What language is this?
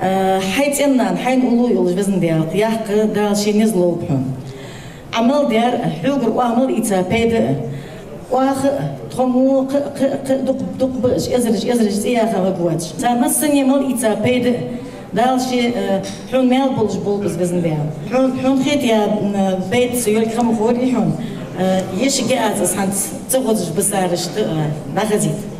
Ingush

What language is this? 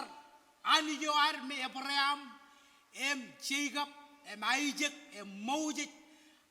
Marshallese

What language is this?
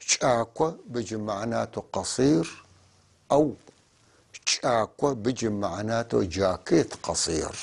North Levantine Arabic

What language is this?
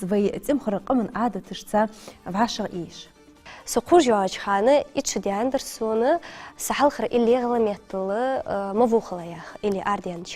Ingush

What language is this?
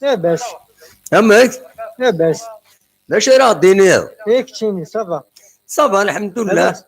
Kabyle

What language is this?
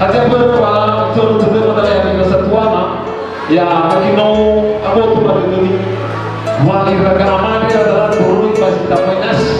Nias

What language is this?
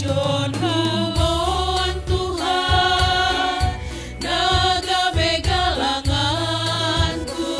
Batak Simalungun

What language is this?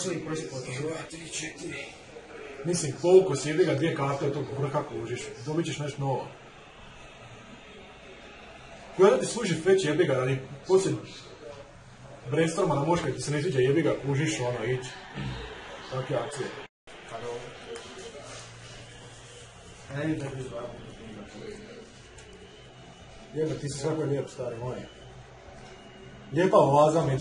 Croatian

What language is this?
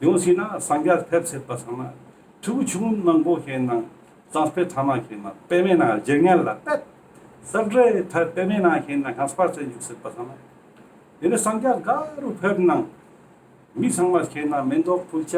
Ladakhi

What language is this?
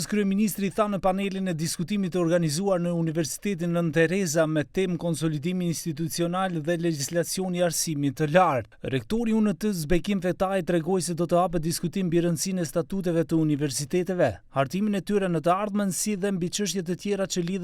Albanian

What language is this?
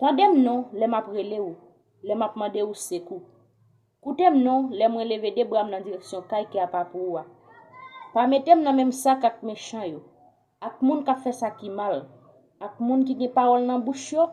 Haitian Creole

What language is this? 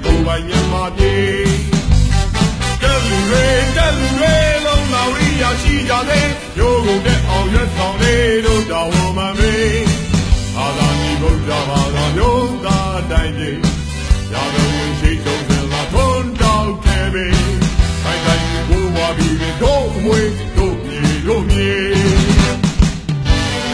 Burmese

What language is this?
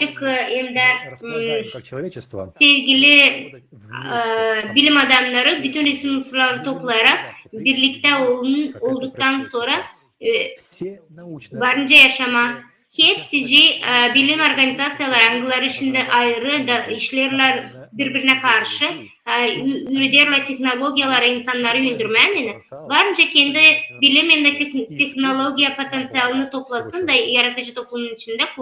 Gagauz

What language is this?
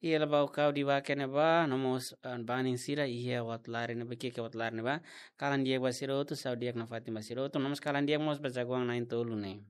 Tetum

